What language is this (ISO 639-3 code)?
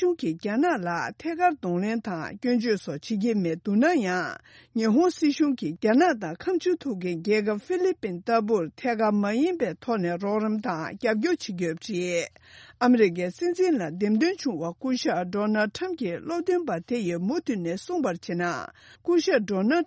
bod